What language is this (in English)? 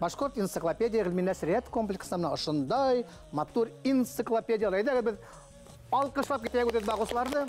Bashkir